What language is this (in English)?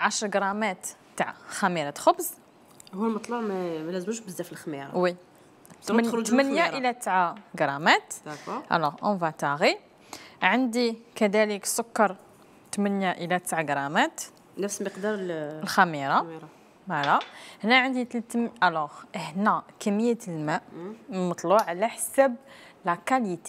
Algerian Arabic